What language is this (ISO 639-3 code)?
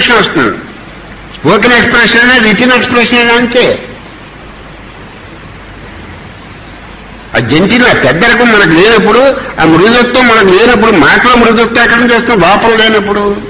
tel